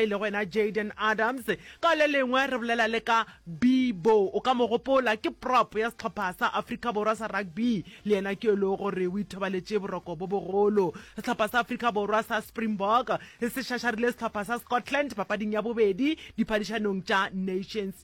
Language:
Northern Sotho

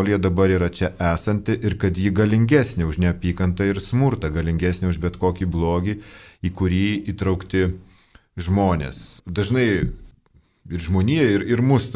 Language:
Lithuanian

